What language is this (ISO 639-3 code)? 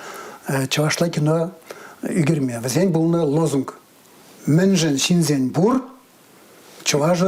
chv